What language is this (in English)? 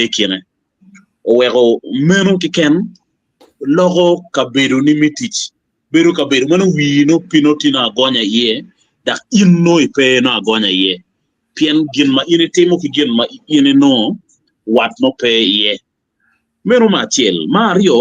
Acoli